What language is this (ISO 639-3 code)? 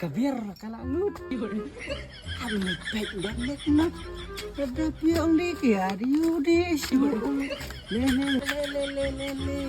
kha